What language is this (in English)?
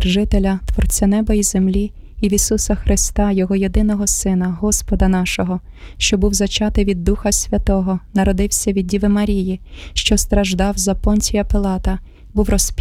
Ukrainian